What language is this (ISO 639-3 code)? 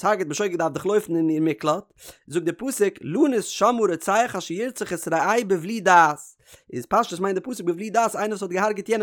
yid